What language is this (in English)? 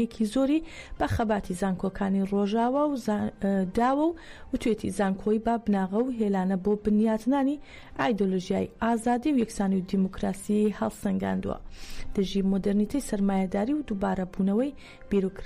Central Kurdish